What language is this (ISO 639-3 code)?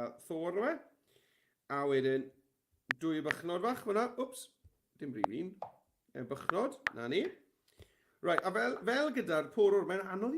cym